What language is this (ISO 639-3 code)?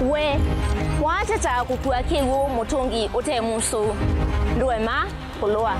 kam